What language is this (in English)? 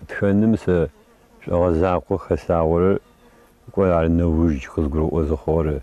Adyghe